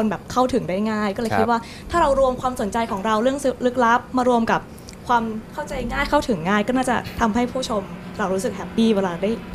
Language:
Thai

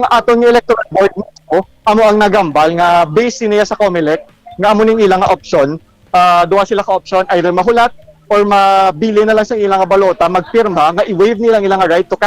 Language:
Hiligaynon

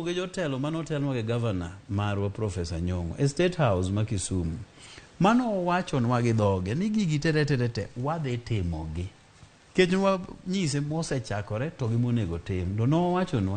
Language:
Luo (Kenya and Tanzania)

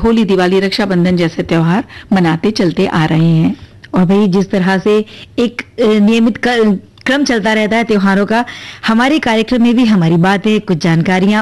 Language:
Hindi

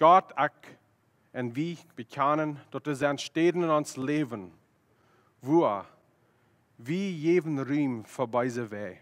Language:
Plautdietsch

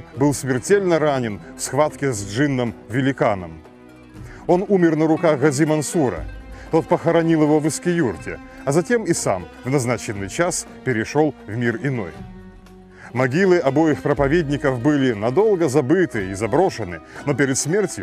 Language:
Russian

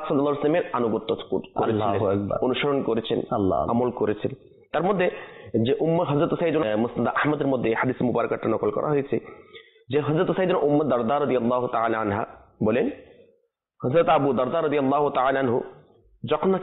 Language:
Bangla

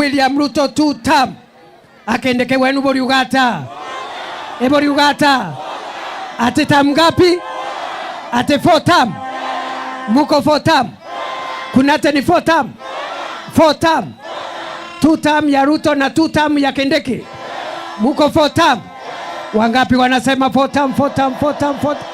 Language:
Meru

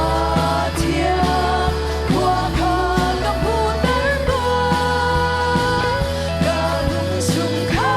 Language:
Hakha Chin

